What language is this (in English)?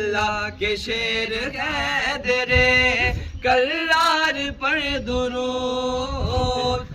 Pahari-Potwari